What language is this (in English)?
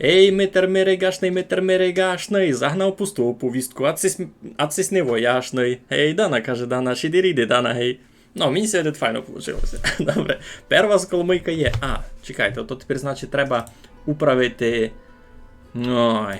Rusyn